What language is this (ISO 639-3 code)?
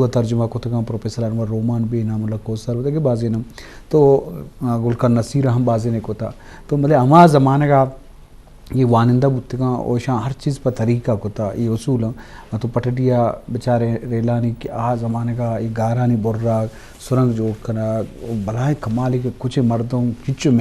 bgp